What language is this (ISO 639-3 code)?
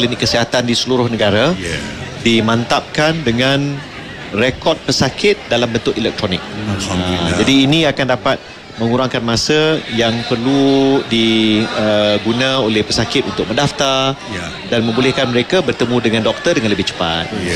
msa